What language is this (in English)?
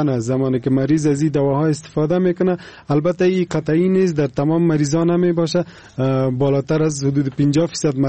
Persian